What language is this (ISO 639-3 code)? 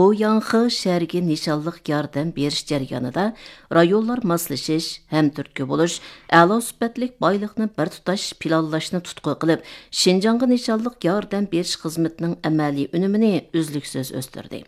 uig